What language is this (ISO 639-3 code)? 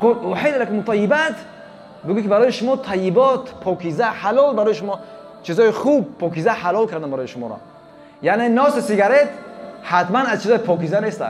tgk